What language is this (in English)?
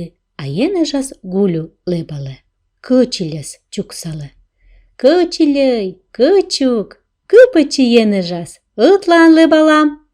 Komi